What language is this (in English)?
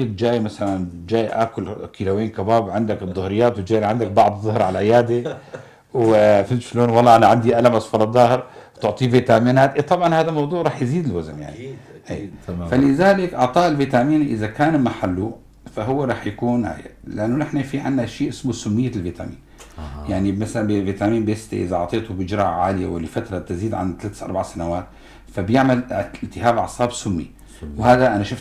North Levantine Arabic